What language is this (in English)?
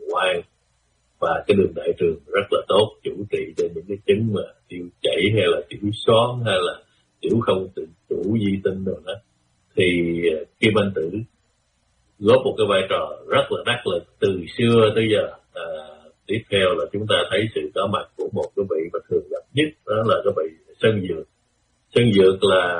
Vietnamese